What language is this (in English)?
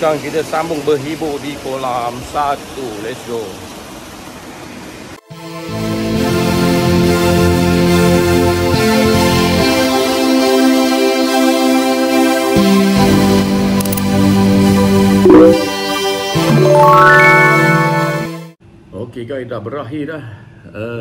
Malay